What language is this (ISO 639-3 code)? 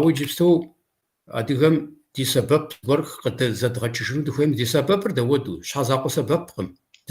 kbd